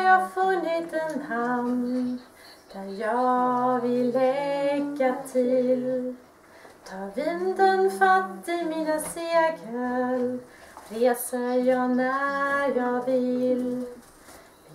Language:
Swedish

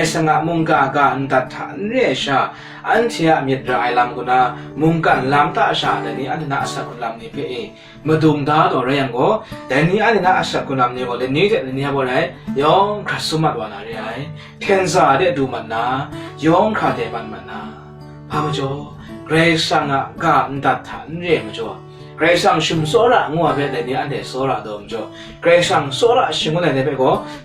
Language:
Kachin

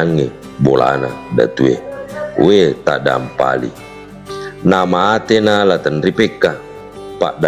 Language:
Buginese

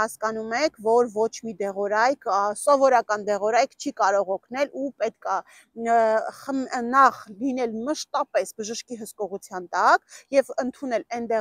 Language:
Armenian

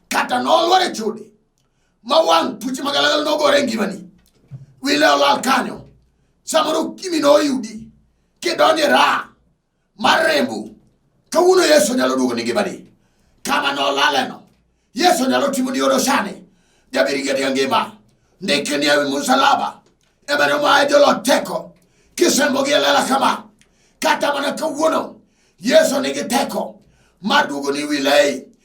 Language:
Luo (Kenya and Tanzania)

